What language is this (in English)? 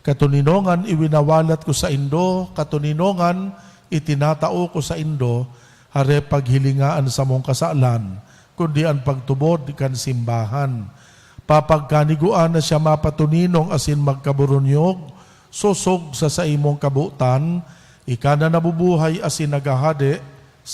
Bikol